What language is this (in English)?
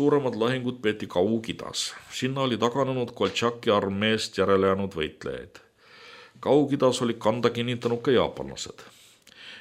Estonian